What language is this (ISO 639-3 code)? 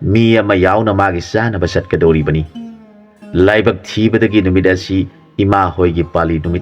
mni